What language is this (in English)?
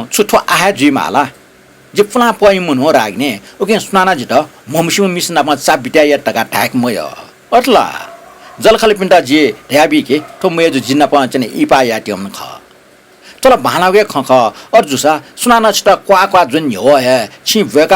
Newari